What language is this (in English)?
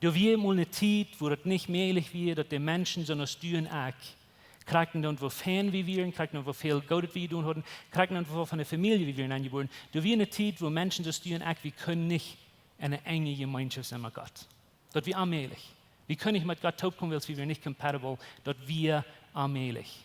Plautdietsch